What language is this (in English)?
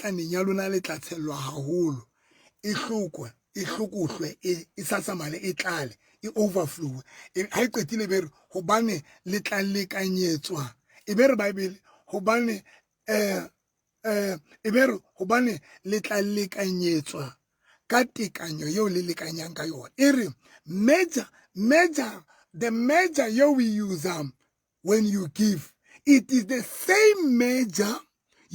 Southern Sotho